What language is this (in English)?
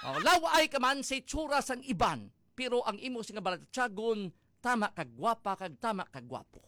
Hiligaynon